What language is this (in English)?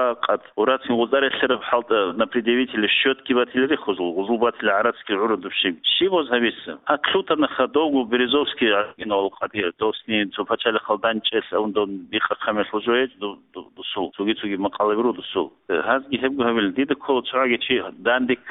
Avaric